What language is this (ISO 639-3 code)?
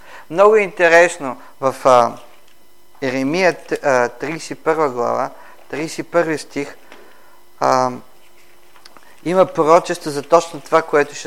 bul